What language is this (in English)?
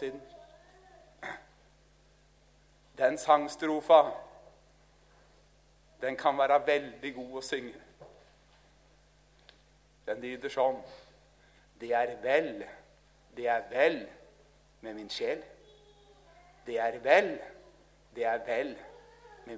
Norwegian